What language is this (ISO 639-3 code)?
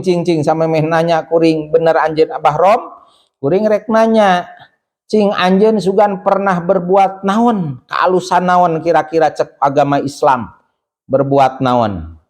sun